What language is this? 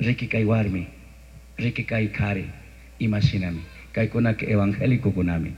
Chimborazo Highland Quichua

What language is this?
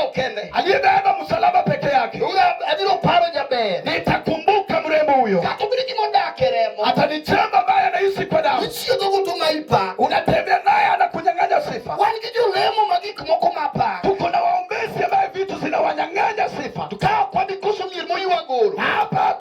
Luo (Kenya and Tanzania)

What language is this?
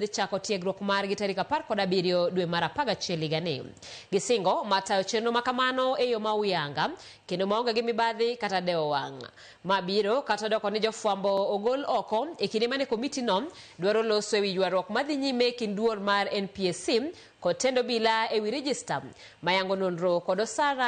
Luo (Kenya and Tanzania)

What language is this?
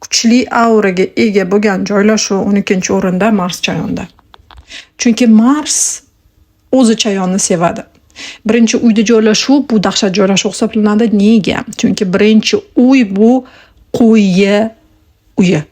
Uzbek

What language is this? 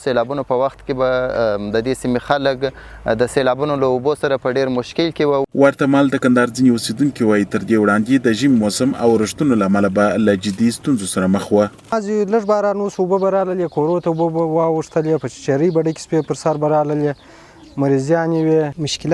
Pashto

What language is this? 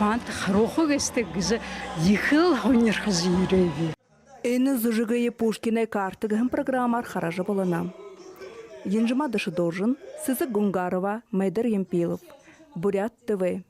Buriat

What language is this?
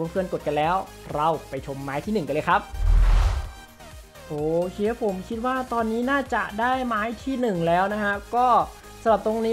Thai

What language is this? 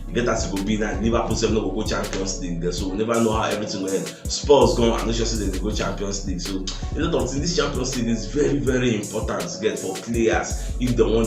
Nigerian Pidgin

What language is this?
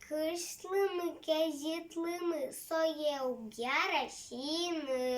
Udmurt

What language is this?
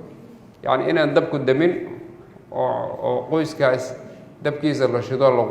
Somali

